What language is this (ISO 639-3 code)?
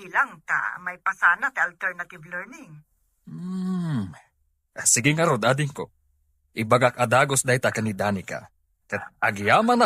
ilo